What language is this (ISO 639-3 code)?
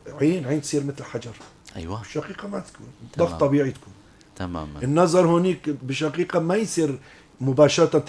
apc